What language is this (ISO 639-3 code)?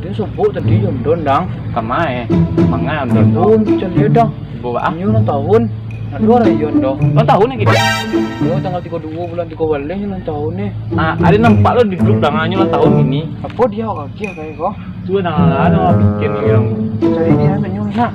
min